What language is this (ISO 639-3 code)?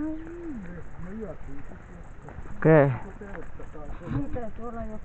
fin